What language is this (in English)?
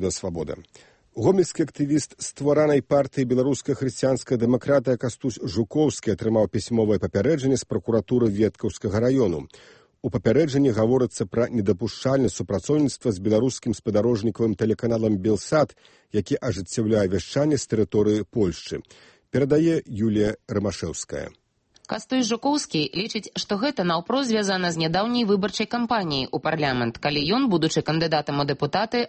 Belarusian